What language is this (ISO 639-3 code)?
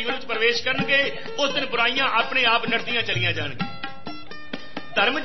pan